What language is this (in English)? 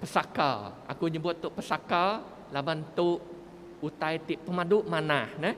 Iban